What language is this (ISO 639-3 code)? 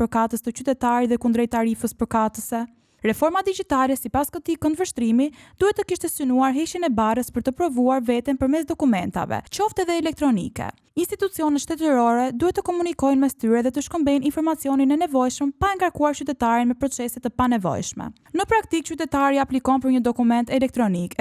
sqi